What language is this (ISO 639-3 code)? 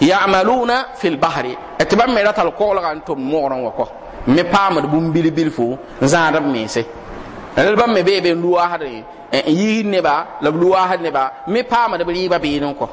mos